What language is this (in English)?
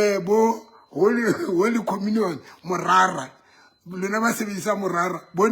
Southern Sotho